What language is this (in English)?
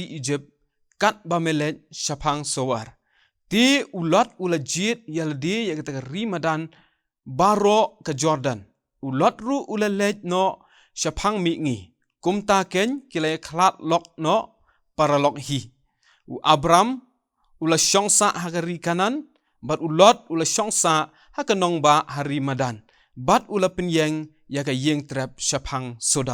Khasi